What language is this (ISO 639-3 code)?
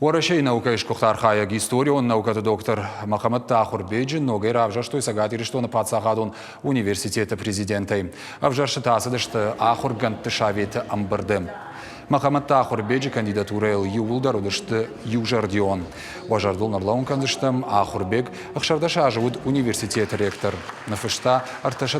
oss